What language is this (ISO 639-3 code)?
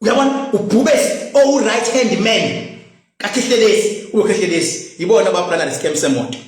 zul